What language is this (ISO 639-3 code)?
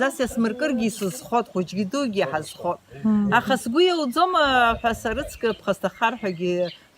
abk